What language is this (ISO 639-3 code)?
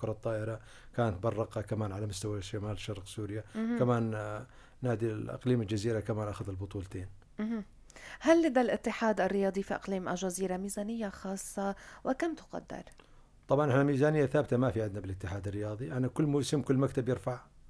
apc